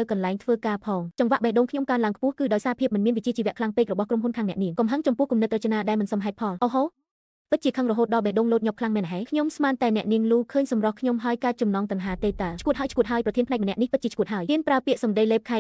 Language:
Khmer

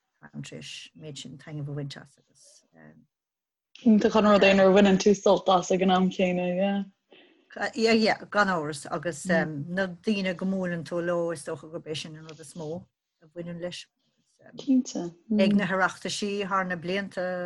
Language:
Irish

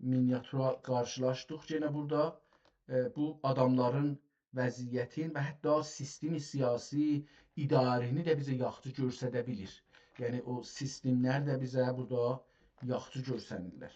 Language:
South Azerbaijani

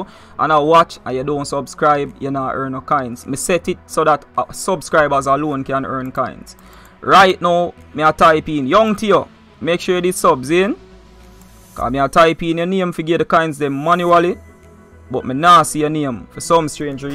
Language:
Jamaican Creole English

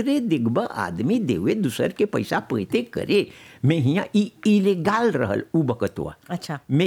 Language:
Bhojpuri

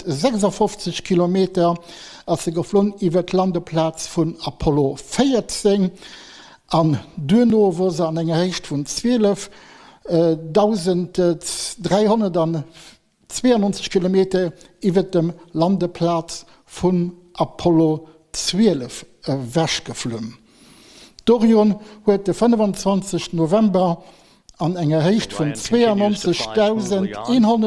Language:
Luxembourgish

